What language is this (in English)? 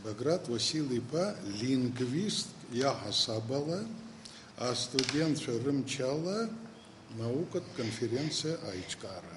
Abkhazian